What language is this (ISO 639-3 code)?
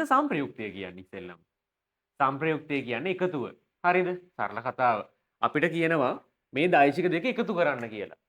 sin